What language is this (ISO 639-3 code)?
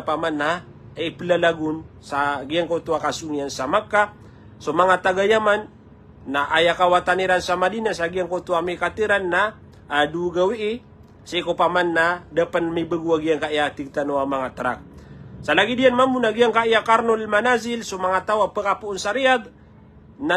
mrw